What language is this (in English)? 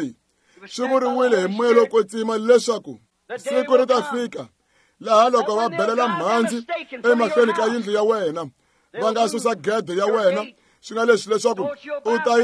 Tsonga